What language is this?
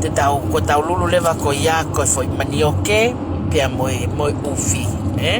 Tongan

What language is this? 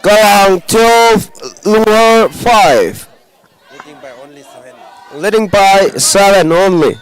Tangkhul Naga (India)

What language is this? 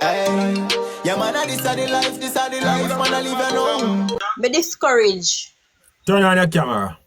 Jamaican Creole English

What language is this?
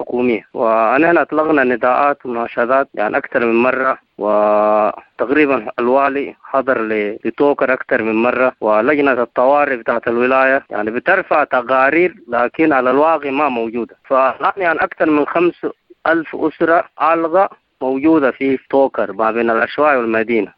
Sudanese Arabic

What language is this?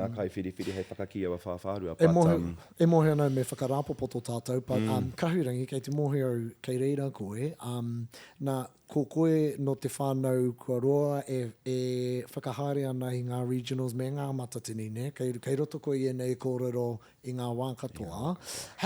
Māori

